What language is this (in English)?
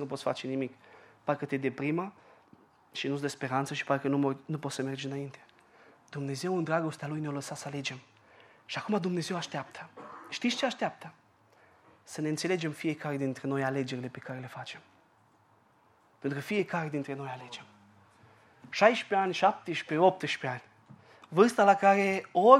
Romanian